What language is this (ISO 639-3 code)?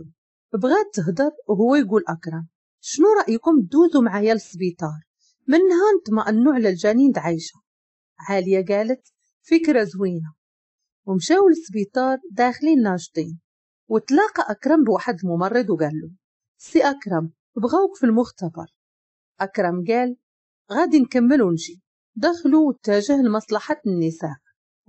ary